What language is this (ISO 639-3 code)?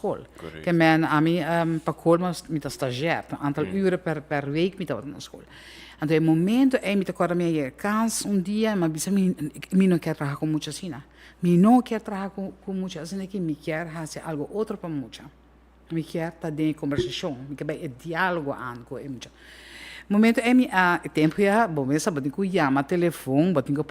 pap